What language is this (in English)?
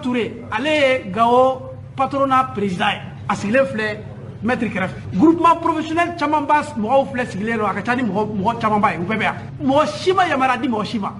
Bambara